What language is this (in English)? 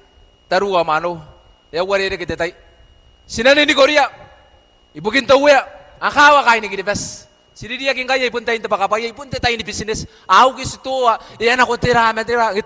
Gilbertese